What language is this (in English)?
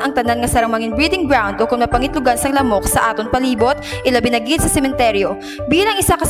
Hiligaynon